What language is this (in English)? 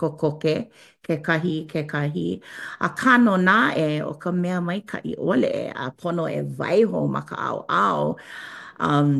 Hawaiian